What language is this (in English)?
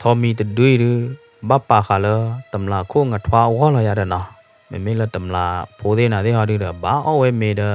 S'gaw Karen